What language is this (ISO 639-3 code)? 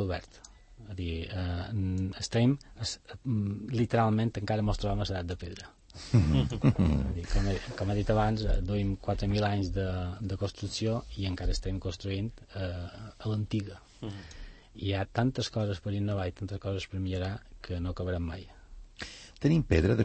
cat